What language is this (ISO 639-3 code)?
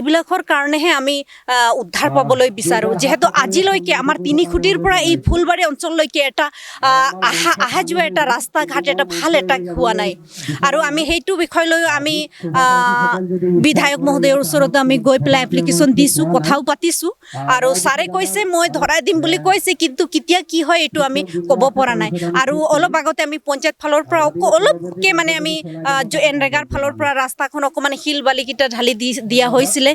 asm